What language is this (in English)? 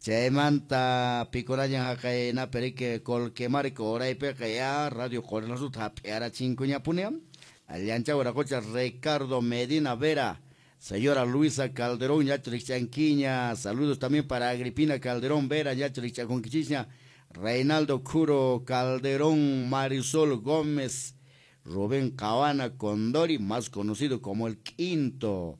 Quechua